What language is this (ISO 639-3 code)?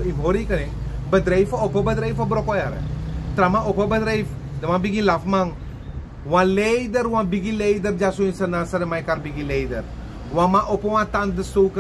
srn